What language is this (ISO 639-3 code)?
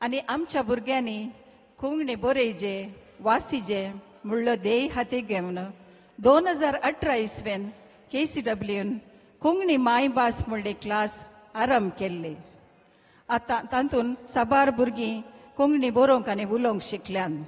kok